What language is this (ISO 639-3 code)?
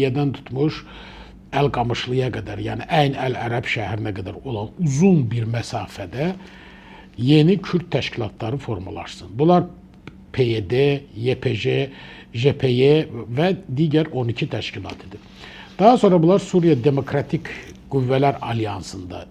aze